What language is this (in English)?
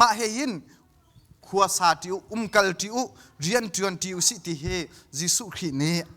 Hakha Chin